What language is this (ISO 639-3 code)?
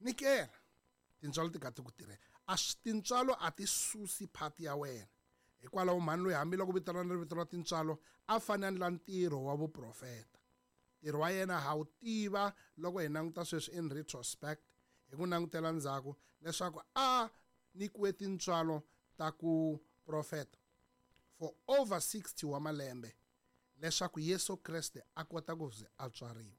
tso